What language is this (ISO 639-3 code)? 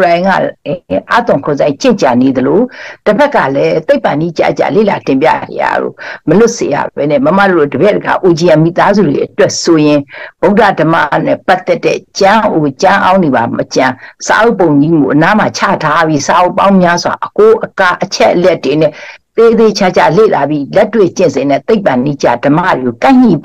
mya